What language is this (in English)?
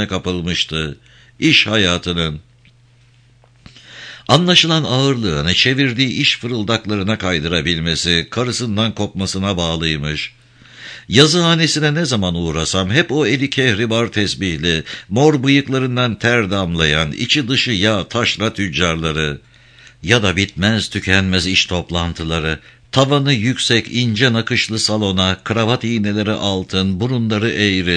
Turkish